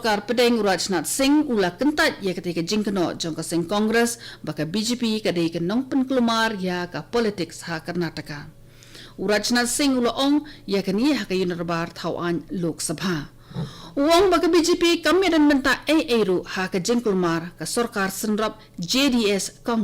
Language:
Khasi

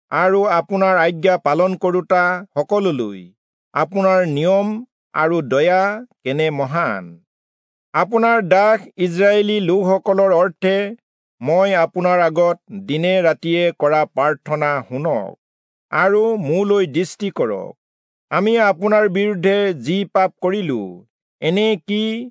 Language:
Assamese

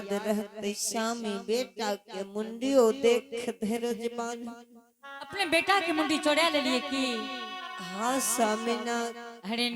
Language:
Angika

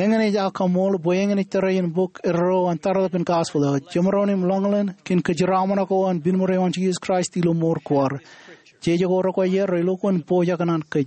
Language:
Marshallese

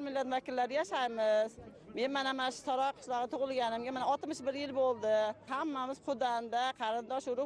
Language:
Uzbek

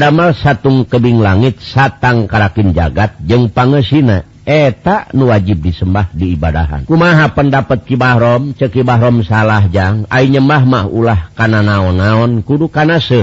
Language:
Sundanese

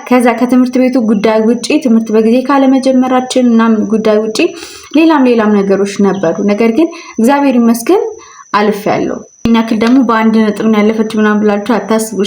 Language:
Amharic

